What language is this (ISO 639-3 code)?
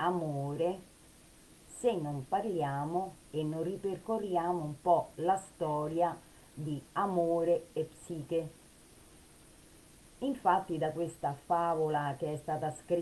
ita